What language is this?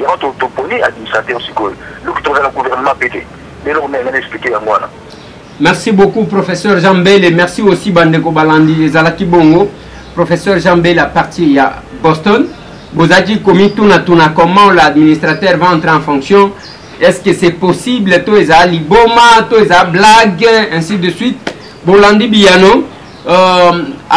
Lingala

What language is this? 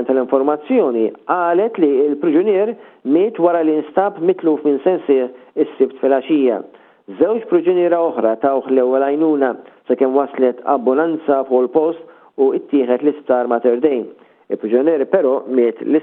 Maltese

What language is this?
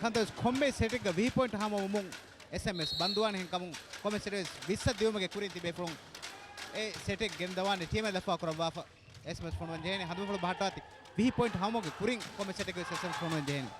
Divehi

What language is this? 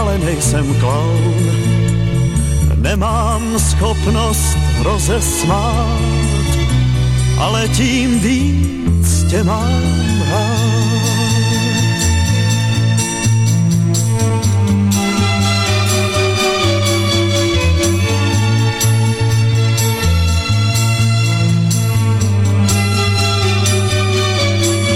Czech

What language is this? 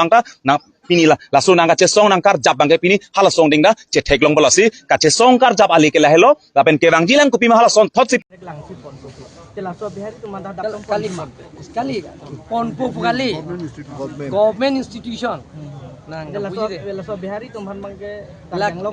Karbi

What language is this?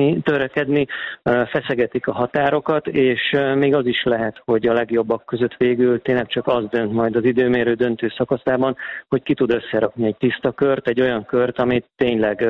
Hungarian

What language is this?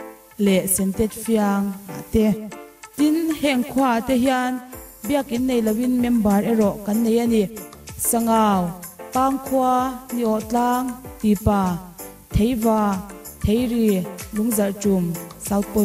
Mizo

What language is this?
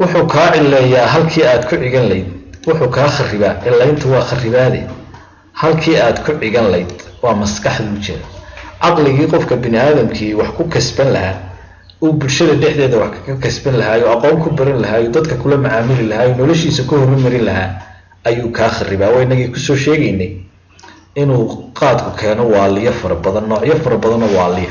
Somali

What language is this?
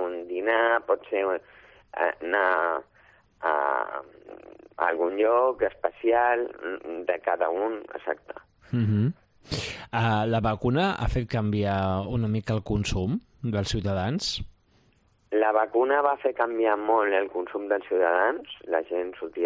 Catalan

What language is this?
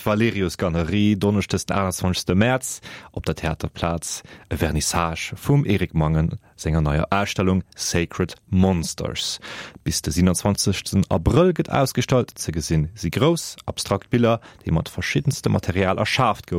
Luxembourgish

